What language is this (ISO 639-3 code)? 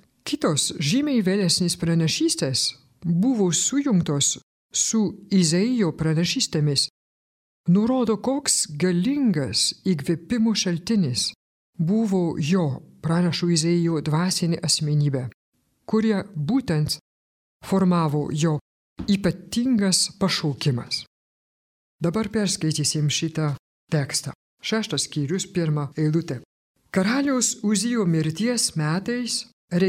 lit